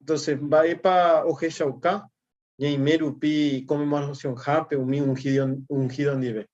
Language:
Guarani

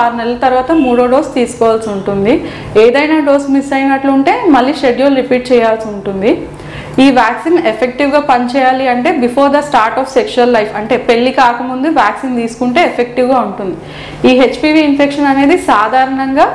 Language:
Telugu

